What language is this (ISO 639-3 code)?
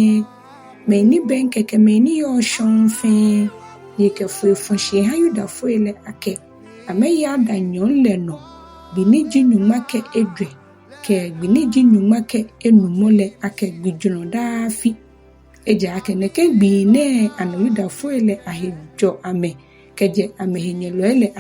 gaa